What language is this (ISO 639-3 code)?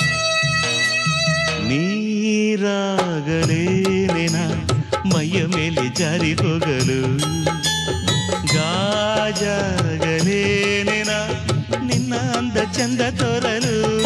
kan